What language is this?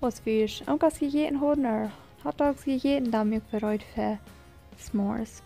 Plautdietsch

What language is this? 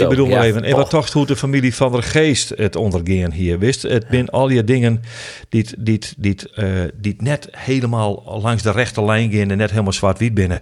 Western Frisian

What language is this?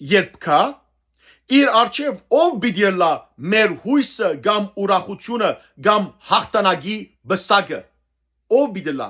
Western Armenian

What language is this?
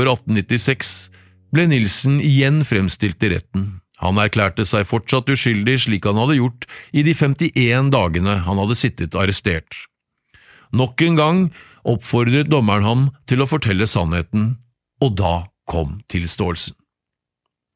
Norwegian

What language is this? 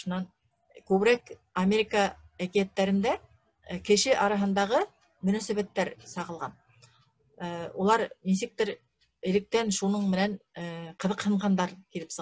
Bashkir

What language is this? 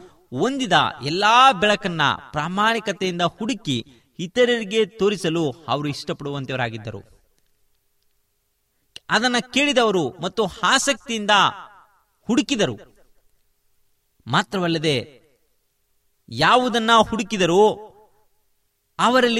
Kannada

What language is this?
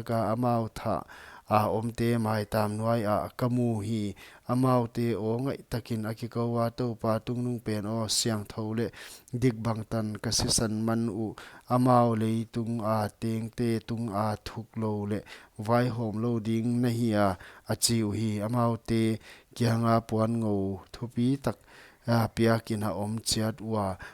Paite Chin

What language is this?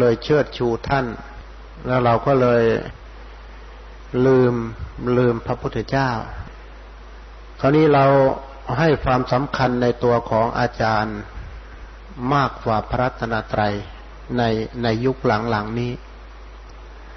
Thai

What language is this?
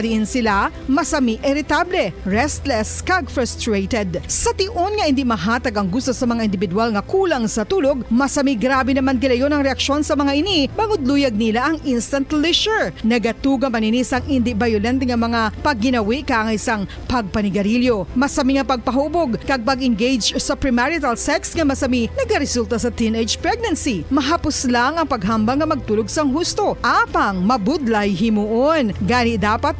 Hiligaynon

